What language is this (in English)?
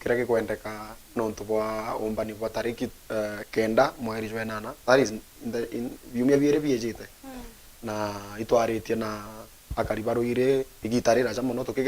Meru